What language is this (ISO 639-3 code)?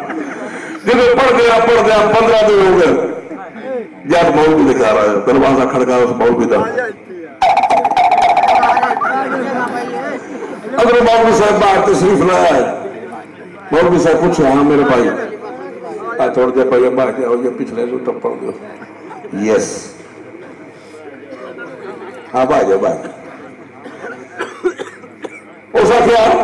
urd